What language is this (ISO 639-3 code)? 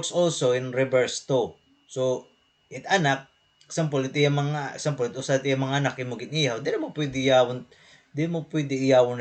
war